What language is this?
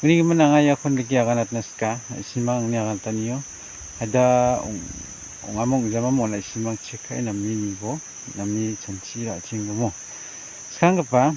Garo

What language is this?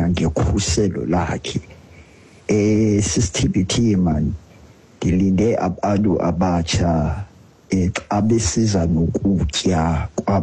Xhosa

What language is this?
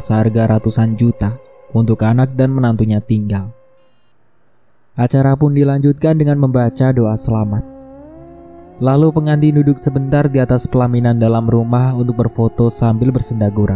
Indonesian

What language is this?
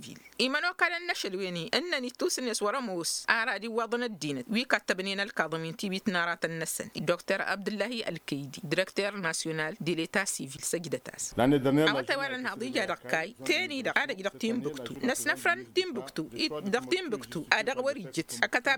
Tamasheq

